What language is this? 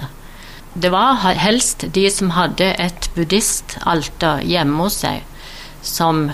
Norwegian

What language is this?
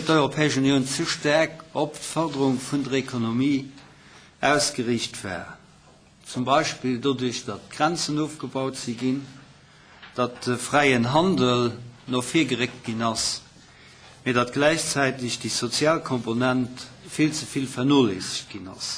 Luxembourgish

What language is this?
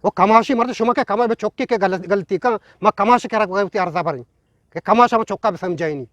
Eastern Balochi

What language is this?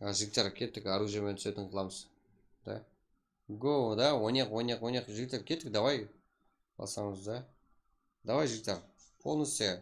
Kara-Kalpak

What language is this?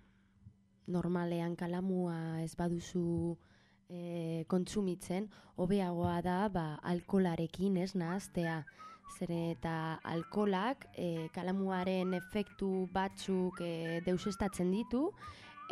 Basque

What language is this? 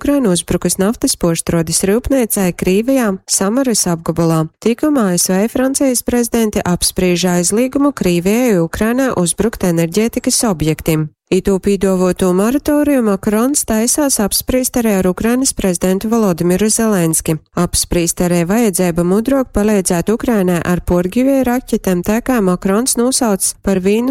Latgalian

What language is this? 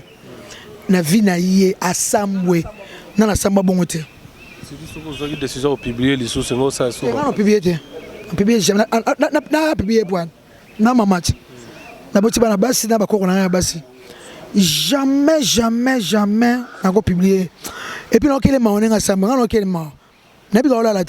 Lingala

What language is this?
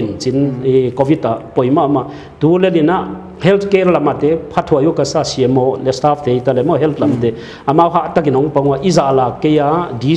Paite Chin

